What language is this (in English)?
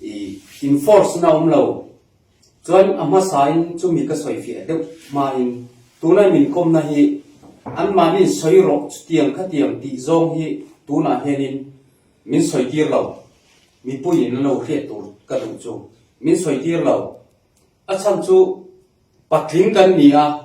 Falam Chin